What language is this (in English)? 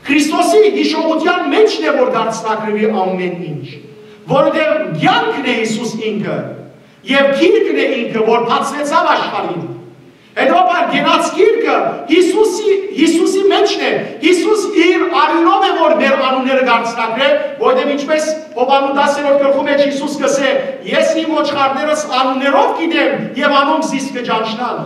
Western Armenian